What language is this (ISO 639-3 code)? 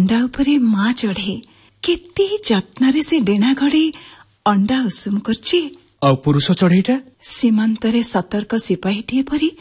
ori